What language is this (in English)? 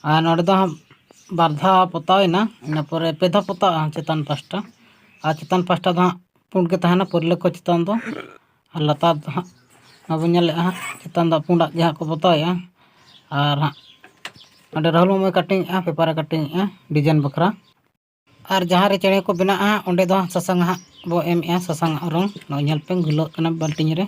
Santali